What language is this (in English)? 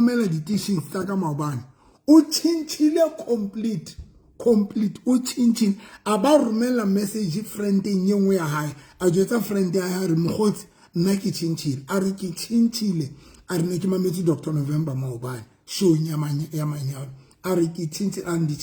Southern Sotho